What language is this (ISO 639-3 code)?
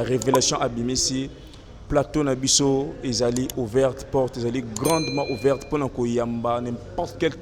lin